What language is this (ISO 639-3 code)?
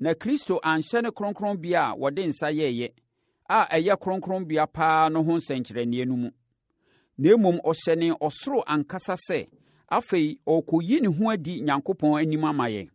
aka